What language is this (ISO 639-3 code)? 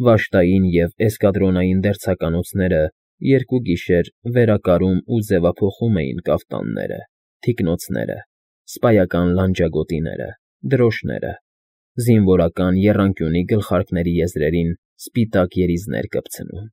hye